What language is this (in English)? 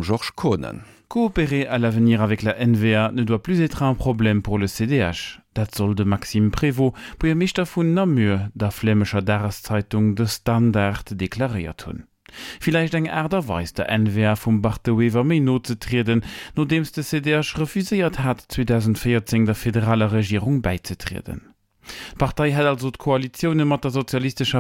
Luxembourgish